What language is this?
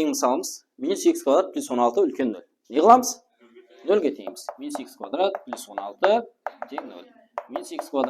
Kara-Kalpak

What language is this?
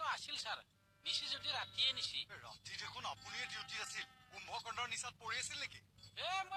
Assamese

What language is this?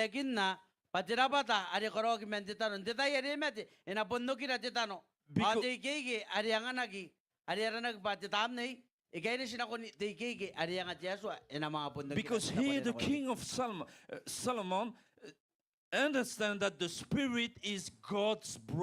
Gilbertese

